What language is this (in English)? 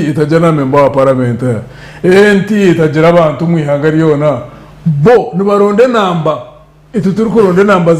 Nyankole